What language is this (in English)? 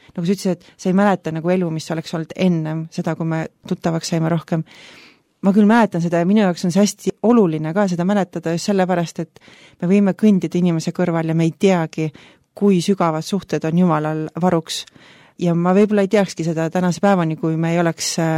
Estonian